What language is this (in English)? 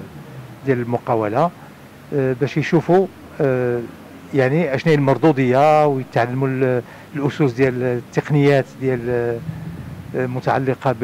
Moroccan Arabic